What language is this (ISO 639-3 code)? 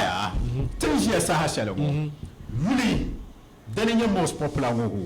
dag